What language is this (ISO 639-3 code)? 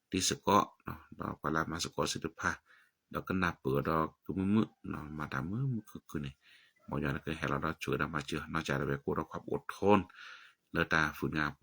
ksw